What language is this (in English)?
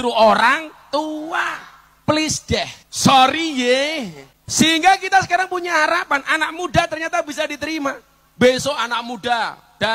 Indonesian